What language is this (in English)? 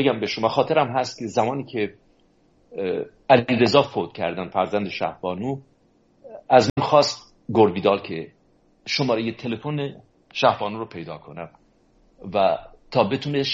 Persian